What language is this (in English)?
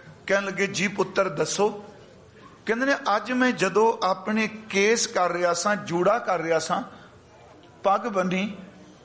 Punjabi